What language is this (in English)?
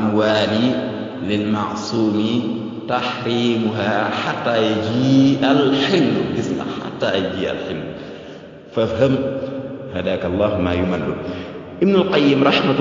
Wolof